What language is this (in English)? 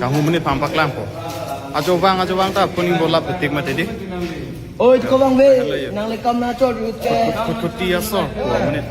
Karbi